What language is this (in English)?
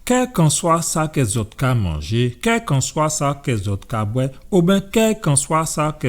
Guadeloupean Creole French